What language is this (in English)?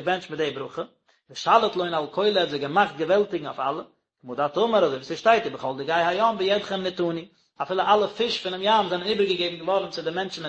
Yiddish